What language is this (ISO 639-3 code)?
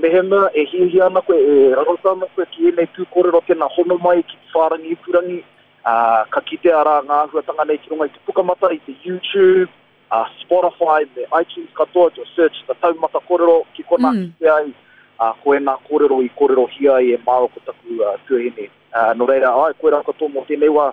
mri